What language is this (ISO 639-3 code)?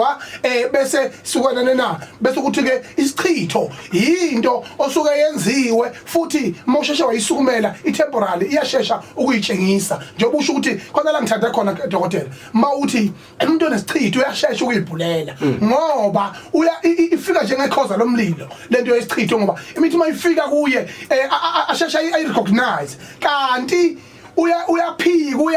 zul